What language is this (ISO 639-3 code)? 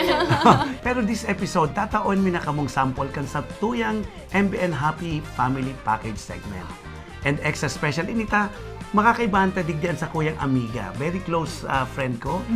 bik